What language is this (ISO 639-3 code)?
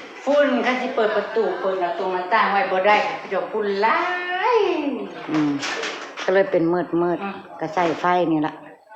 tts